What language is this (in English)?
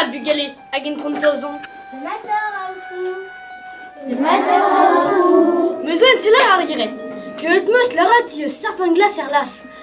Breton